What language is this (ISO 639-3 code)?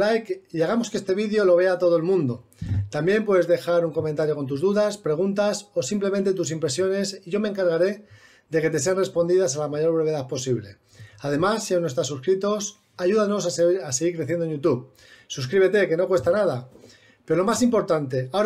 spa